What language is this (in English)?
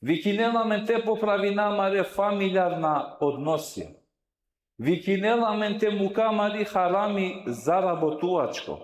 Balkan Romani